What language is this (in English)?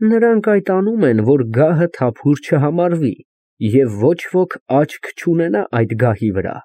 Armenian